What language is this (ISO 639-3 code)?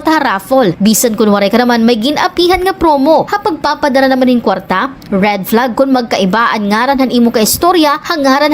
war